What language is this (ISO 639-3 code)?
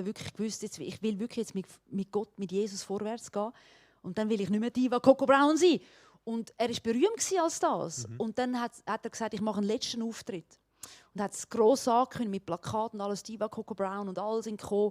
gsw